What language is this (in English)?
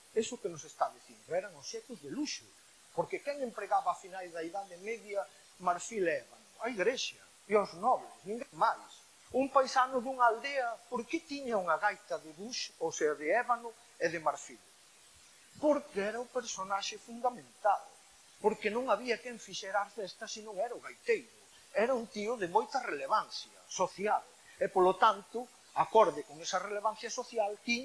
Galician